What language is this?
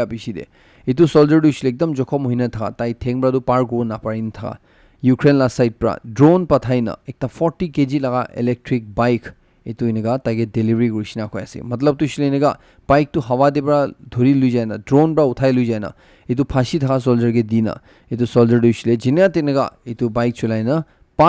Naga Pidgin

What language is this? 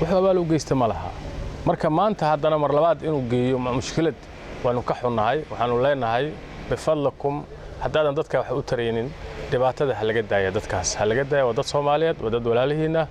Somali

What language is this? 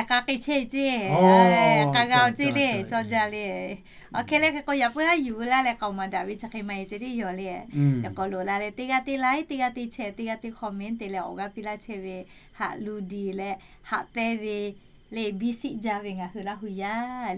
Lahu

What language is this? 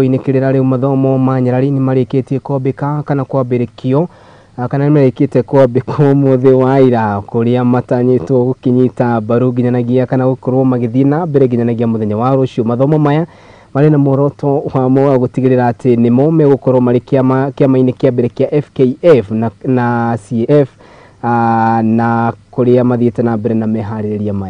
Kikuyu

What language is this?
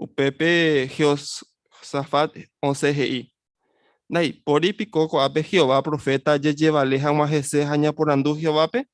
Guarani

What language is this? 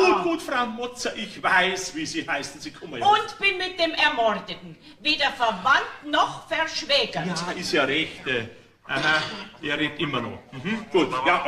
Bavarian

